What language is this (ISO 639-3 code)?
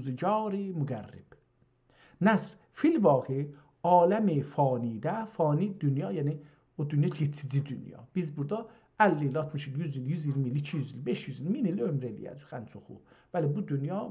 azb